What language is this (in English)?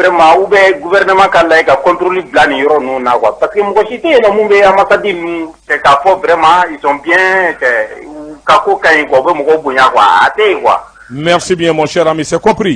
Bambara